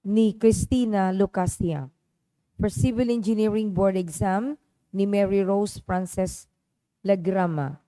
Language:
Bikol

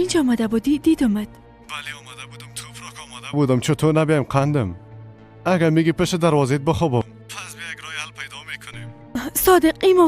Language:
Persian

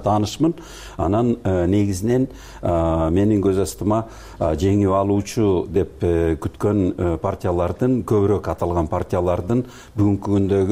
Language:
Kyrgyz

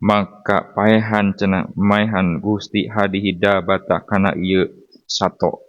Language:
Sundanese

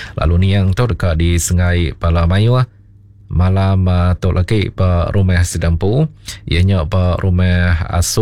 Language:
Iban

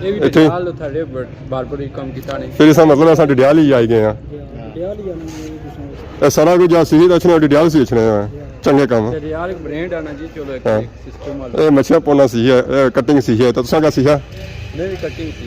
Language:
Pahari-Potwari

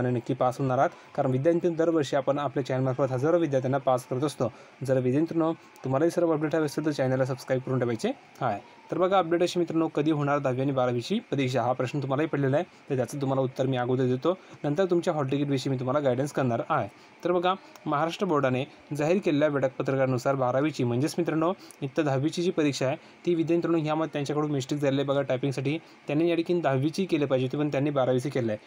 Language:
Marathi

